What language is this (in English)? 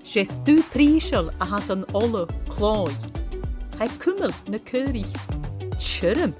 Scottish Gaelic